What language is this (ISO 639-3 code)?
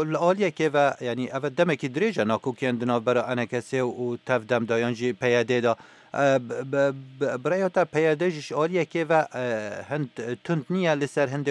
kur